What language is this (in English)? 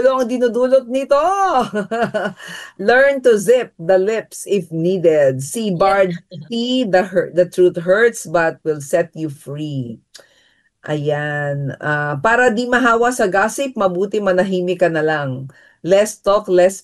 Filipino